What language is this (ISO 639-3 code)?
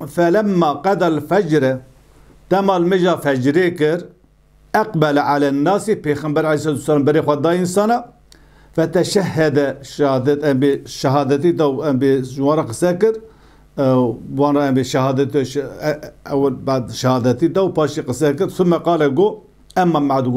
kur